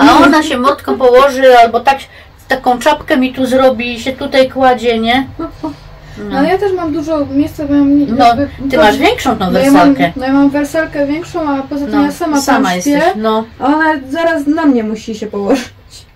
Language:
Polish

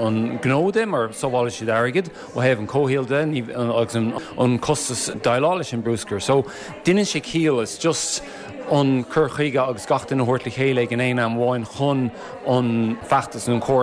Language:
Irish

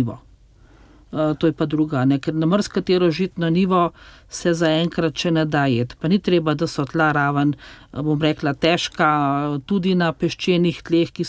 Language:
Slovenian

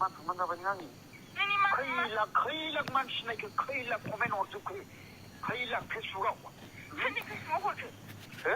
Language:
Bodo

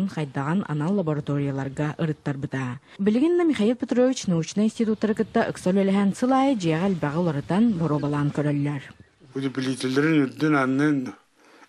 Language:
Yakut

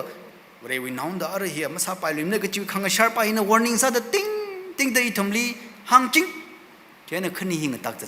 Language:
Tangkhul Naga (India)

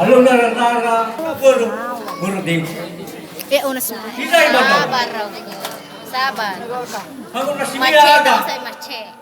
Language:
Nias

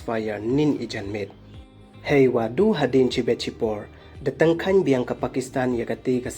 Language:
Pnar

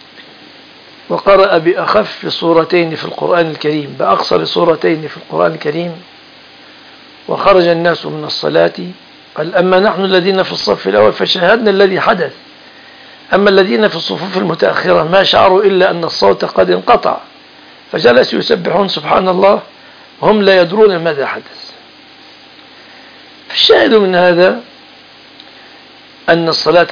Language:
Arabic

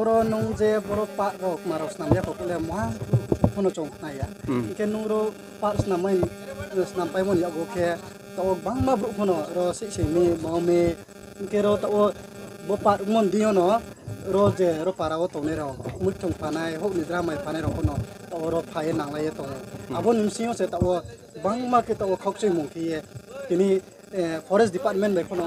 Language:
Riang (India)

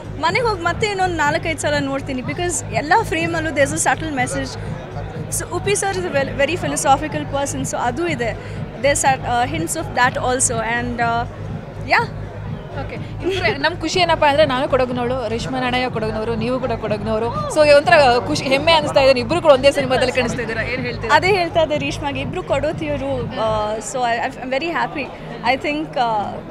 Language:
Kannada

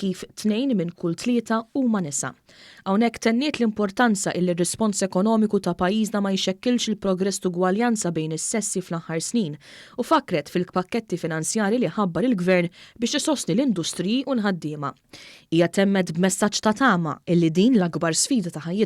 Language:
Maltese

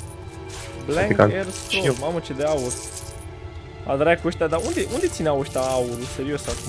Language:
Romanian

